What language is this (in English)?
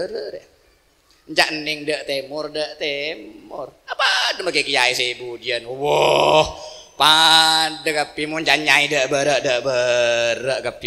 Madurese